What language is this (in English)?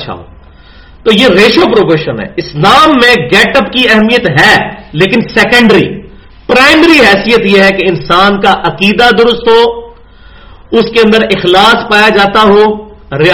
Urdu